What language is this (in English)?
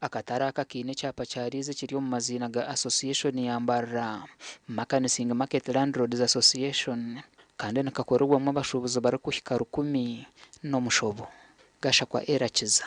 Nyankole